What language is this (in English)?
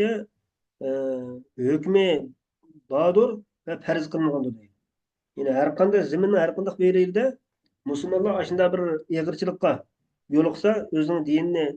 Uyghur